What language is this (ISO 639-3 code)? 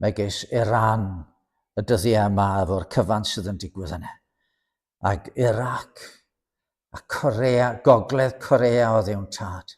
cym